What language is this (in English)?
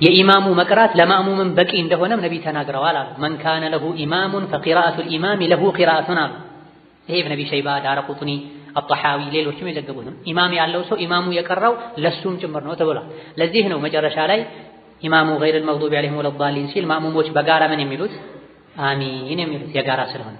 Amharic